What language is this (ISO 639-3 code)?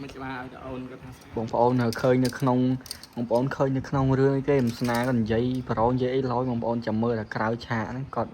khm